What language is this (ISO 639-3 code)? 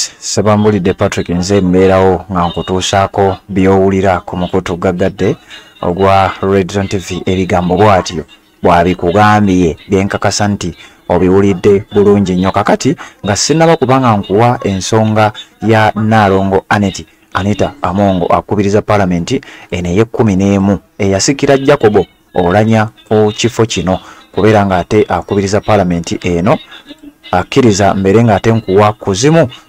lug